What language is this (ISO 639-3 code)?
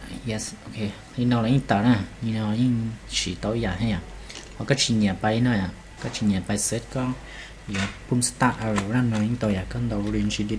hmn